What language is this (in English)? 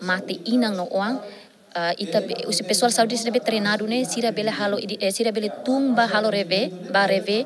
Tetum